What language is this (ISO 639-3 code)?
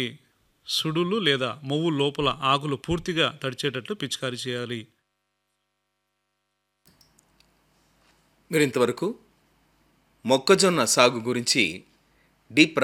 tel